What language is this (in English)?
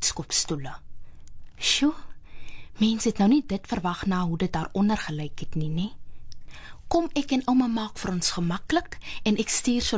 Afrikaans